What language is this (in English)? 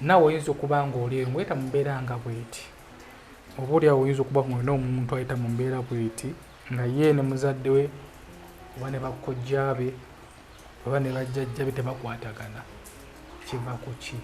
Ganda